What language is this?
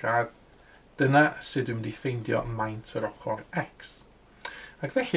Welsh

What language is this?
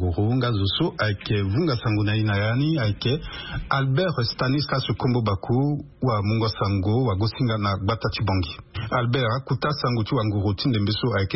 Sango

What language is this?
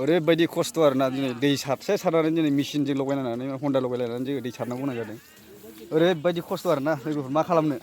Bodo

